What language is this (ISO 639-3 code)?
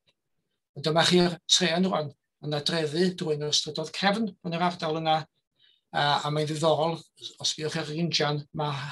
cym